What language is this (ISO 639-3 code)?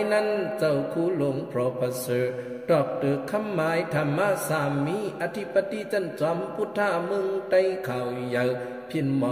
shn